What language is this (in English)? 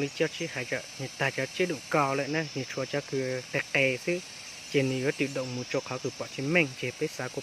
Hmong